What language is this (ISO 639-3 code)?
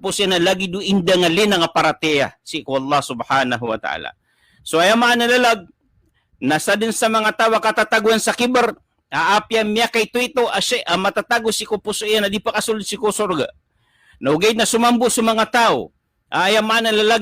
mrw